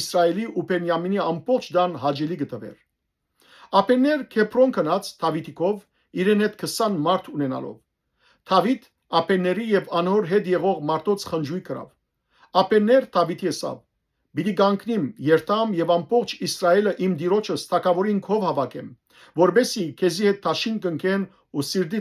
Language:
Western Armenian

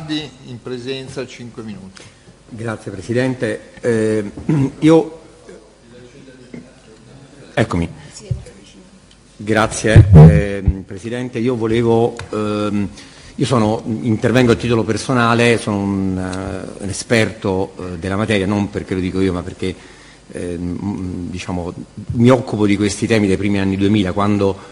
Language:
Italian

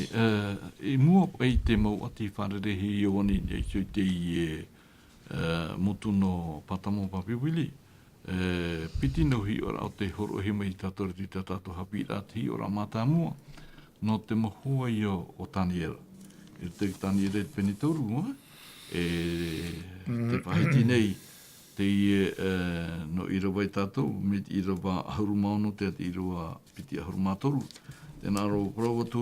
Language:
Tahitian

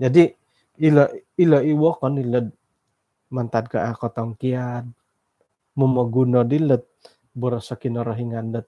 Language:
Central Dusun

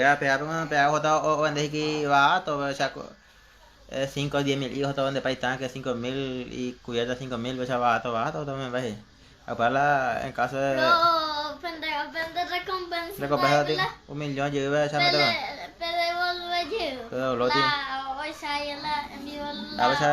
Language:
Guarani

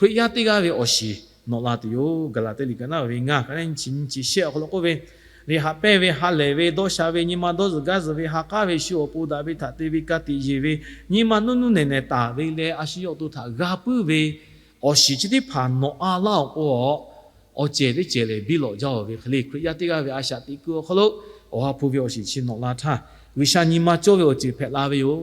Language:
Lahu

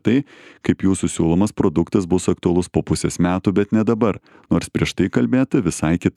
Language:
Lithuanian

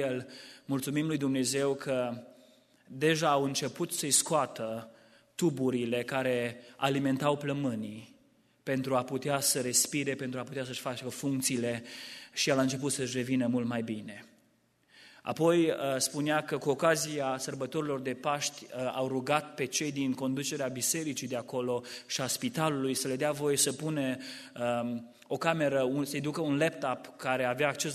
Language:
Romanian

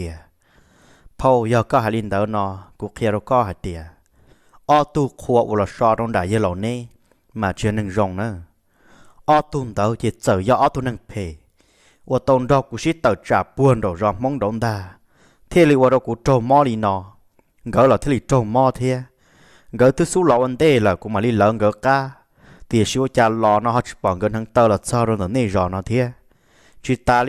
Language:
Hmong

